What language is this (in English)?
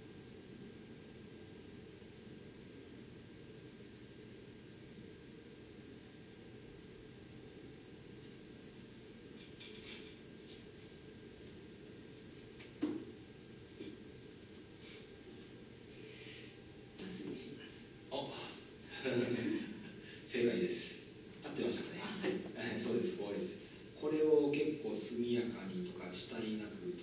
Japanese